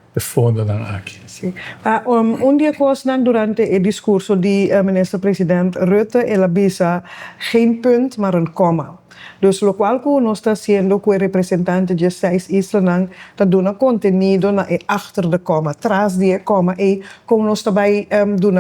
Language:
Papiamento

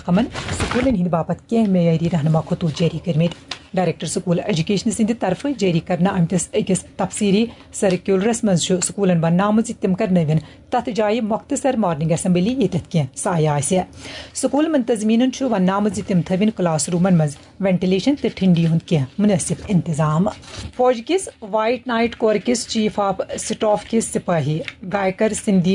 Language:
Kashmiri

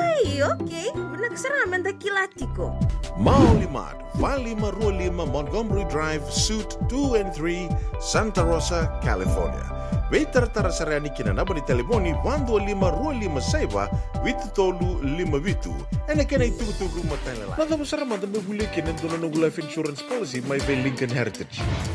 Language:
Fijian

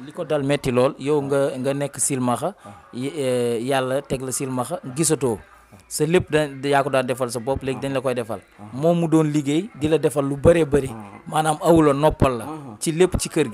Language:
Wolof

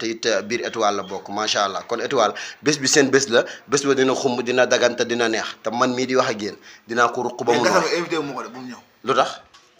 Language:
Wolof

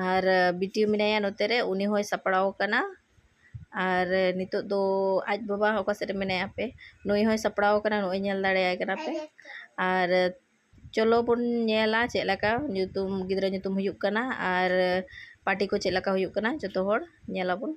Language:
Santali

